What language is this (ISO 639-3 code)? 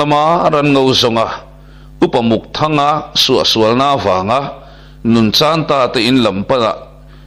lus